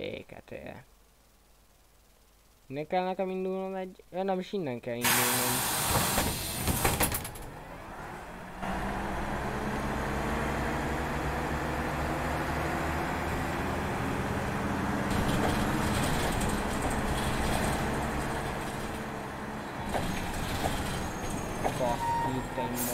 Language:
Hungarian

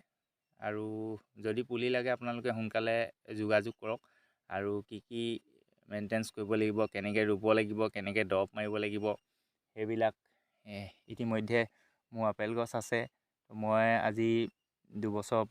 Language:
Assamese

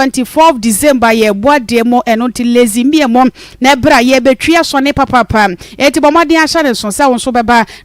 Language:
Akan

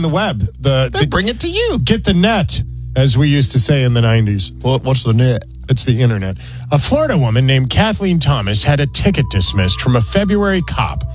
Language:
English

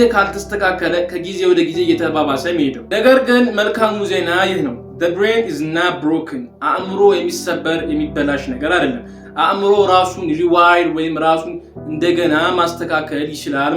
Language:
Amharic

